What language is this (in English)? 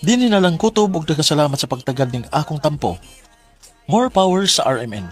Cebuano